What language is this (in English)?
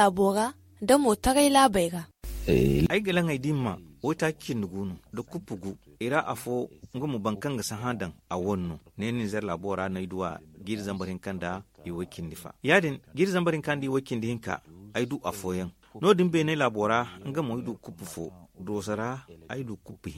Zarma